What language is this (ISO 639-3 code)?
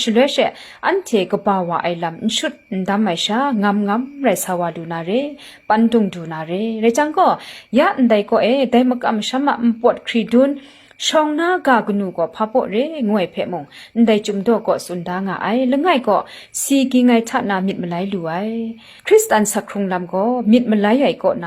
kac